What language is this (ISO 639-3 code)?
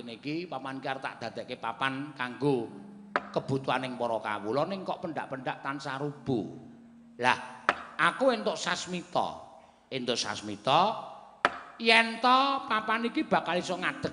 jav